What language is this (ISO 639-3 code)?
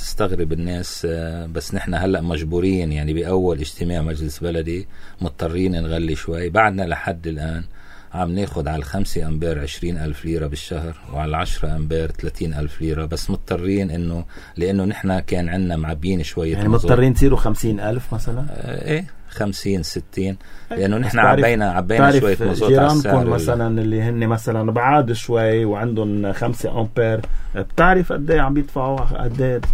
apc